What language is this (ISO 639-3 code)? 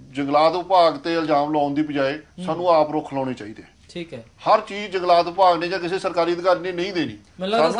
pan